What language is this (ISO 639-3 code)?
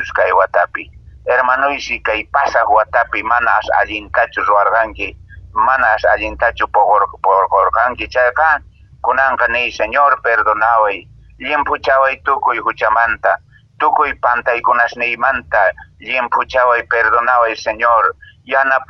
que